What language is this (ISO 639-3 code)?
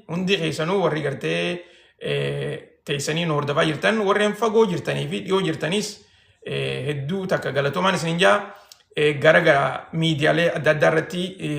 orm